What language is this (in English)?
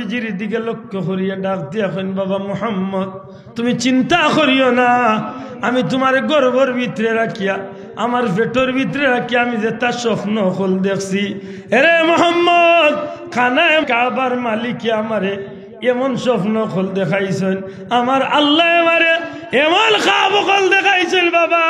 Sylheti